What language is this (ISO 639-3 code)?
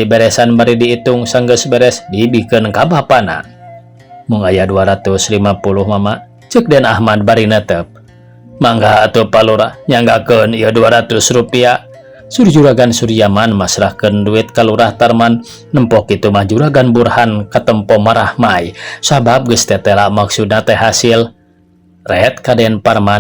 sun